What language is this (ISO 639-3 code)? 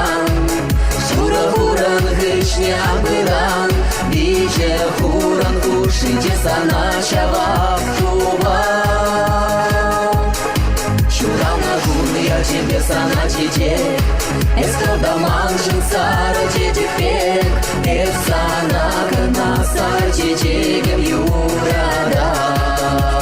chv